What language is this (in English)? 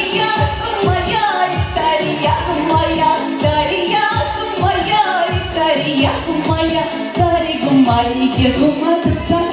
Chuvash